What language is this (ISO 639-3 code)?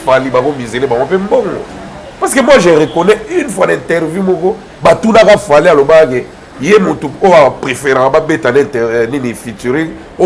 lin